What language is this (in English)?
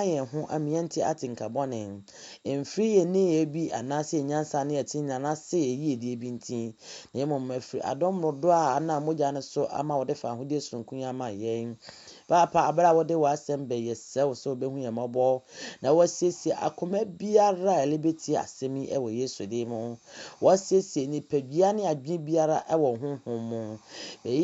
Akan